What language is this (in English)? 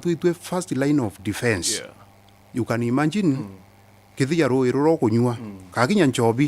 Meru